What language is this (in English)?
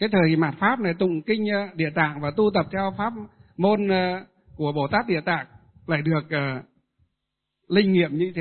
Vietnamese